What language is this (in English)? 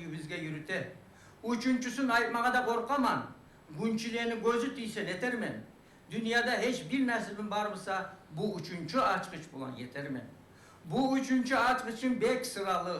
Kumyk